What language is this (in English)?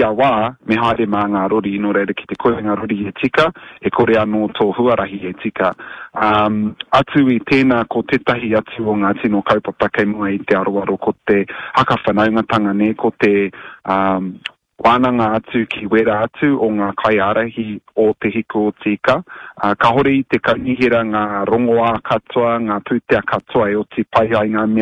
Māori